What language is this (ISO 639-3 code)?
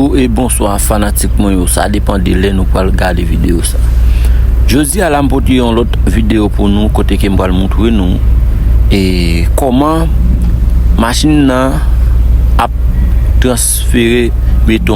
hat